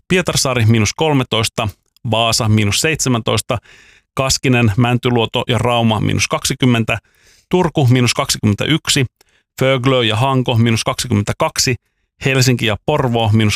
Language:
Finnish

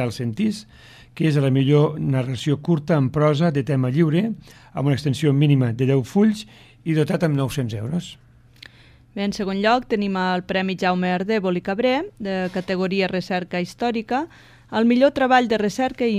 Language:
Catalan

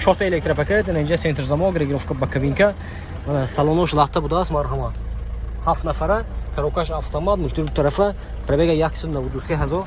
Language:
Tajik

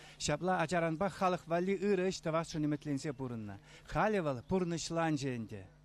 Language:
Chuvash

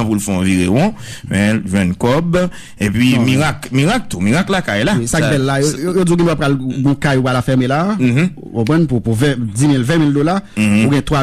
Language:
Haitian Creole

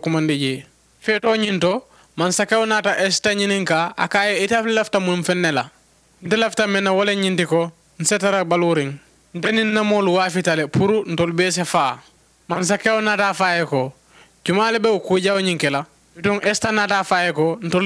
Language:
Mandingo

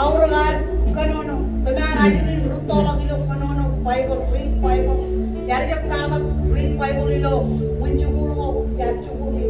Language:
Marshallese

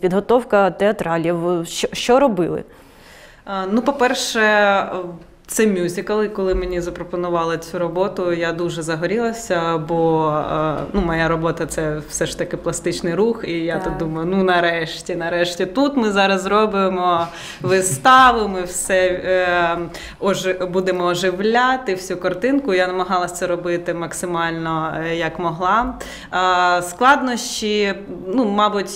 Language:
Ukrainian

